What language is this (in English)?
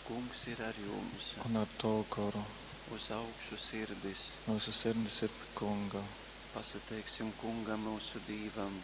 Latgalian